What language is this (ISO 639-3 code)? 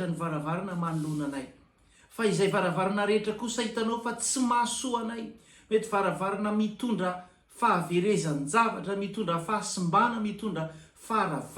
mlg